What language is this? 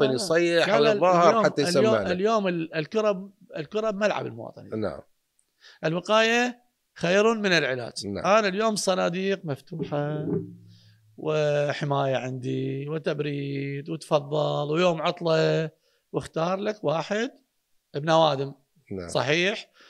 Mesopotamian Arabic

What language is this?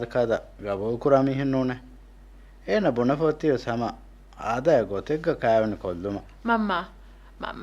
Divehi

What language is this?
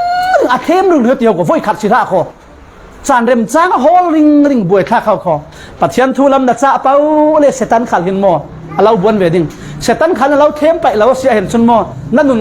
Falam Chin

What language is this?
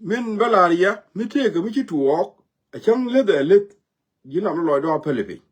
Nuer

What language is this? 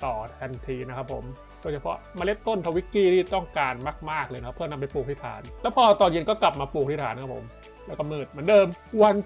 Thai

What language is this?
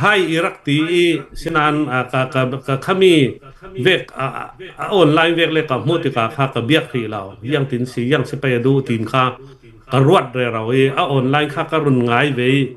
Hakha Chin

